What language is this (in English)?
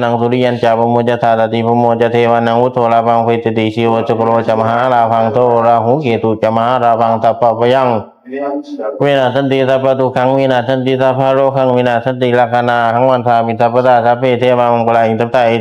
Pali